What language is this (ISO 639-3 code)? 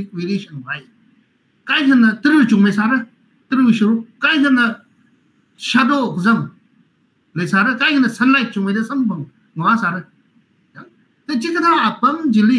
nmf